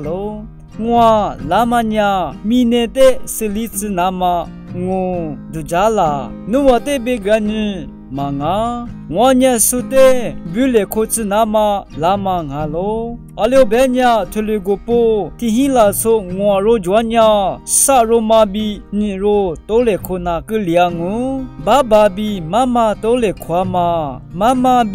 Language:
Lisu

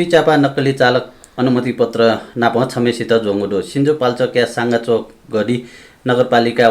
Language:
Newari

